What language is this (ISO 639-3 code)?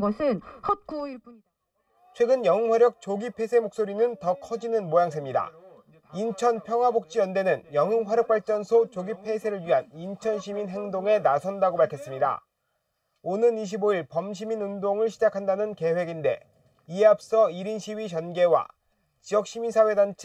kor